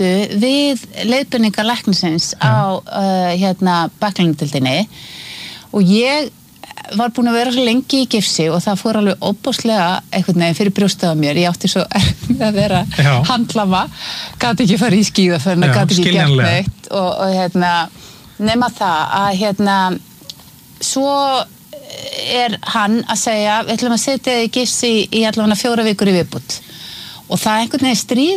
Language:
Icelandic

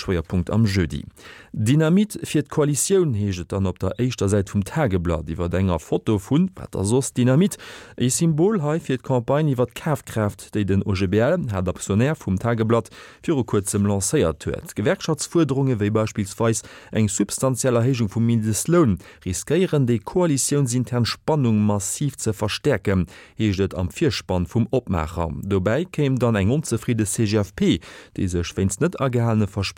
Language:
Luxembourgish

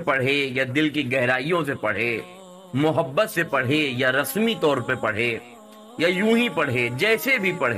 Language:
Urdu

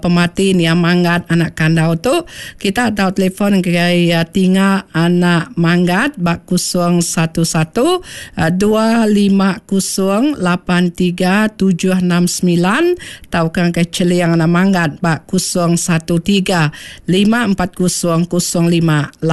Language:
Iban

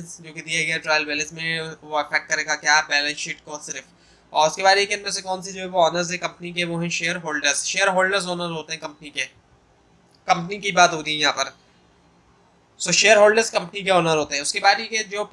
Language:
Hindi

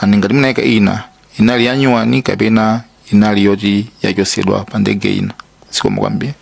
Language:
Nyanja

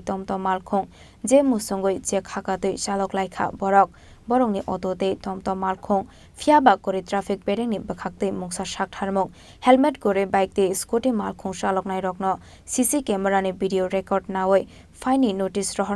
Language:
Kok Borok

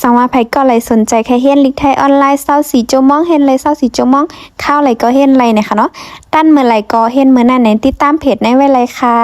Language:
Shan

